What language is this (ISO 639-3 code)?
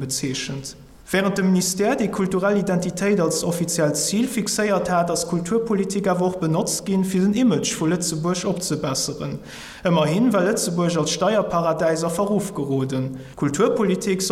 ltz